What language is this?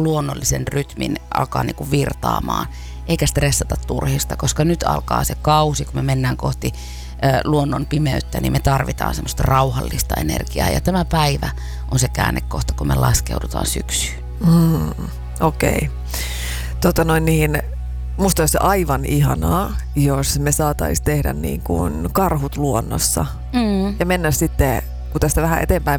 Finnish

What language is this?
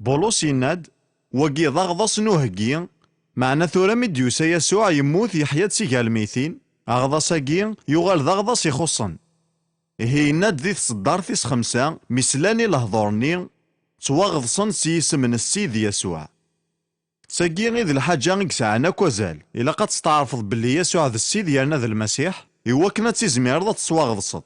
Kabyle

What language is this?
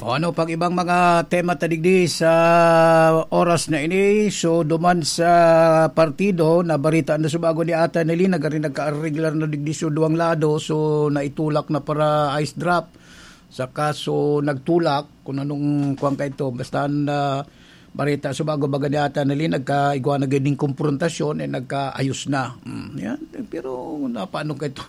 Bikol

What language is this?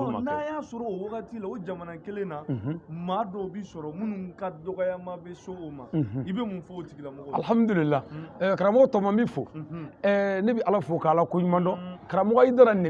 Bambara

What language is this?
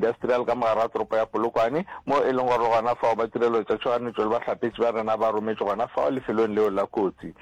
Northern Sotho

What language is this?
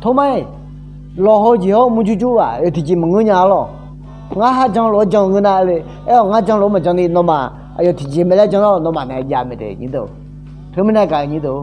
Akha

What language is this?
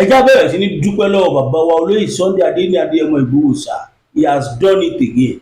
Yoruba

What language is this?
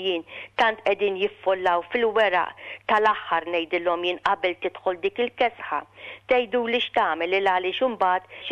Maltese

